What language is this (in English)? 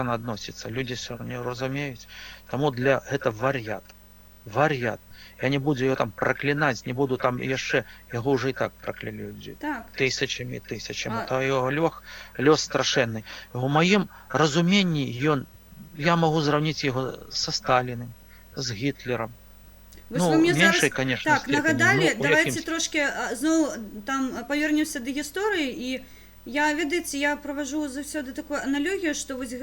Belarusian